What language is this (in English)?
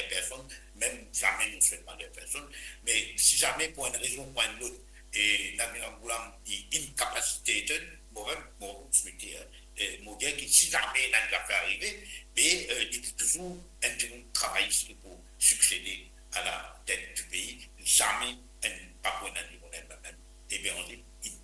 Morisyen